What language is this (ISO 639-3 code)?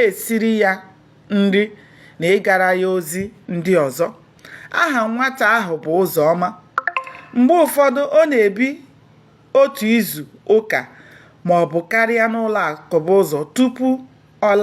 ibo